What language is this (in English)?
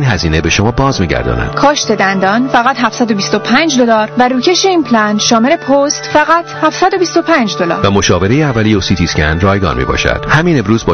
Persian